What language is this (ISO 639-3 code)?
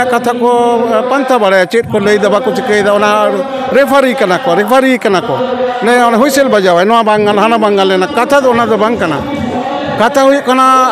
sat